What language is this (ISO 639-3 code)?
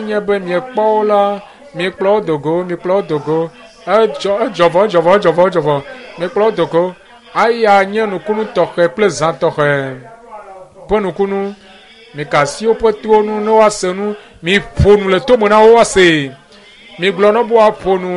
ewe